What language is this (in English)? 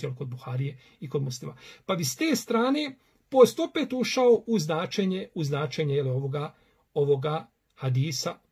Bosnian